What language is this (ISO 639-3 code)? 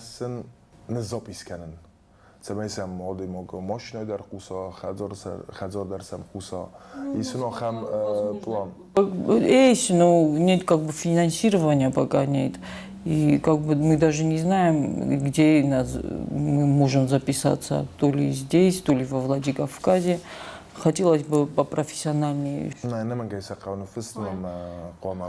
oss